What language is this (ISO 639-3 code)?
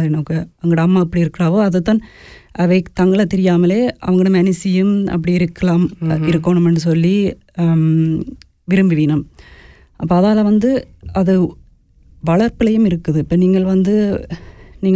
tam